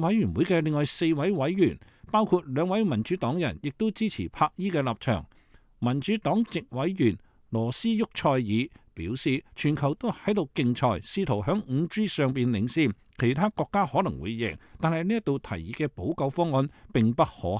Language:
Cantonese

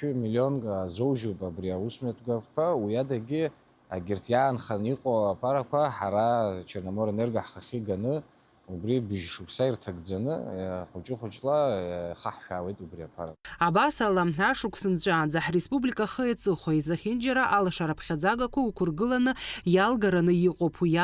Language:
Abkhazian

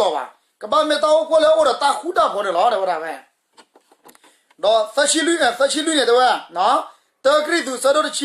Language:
S'gaw Karen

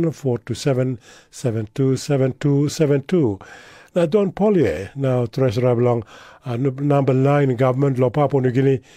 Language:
Tok Pisin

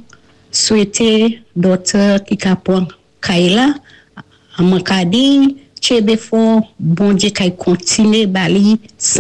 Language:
Saint Lucian Creole French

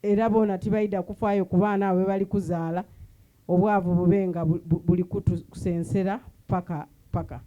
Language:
Soga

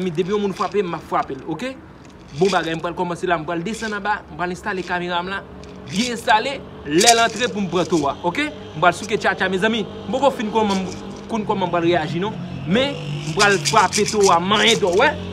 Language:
Haitian Creole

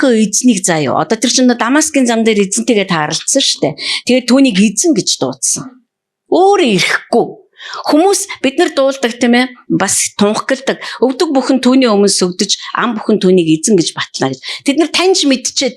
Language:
Mongolian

